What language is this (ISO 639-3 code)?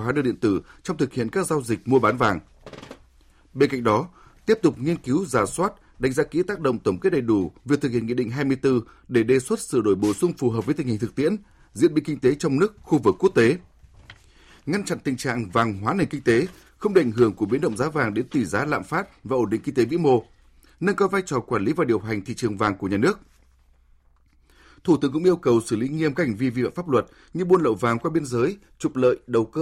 vie